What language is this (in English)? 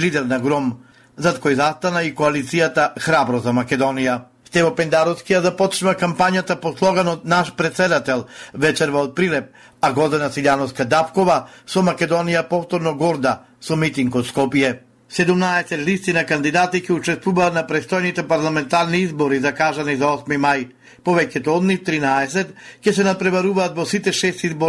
Macedonian